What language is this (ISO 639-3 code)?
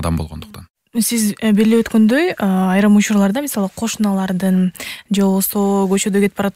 kir